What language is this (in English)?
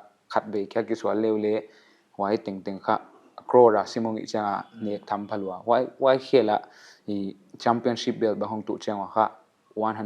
Paite Chin